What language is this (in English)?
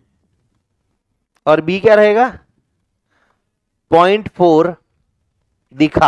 Hindi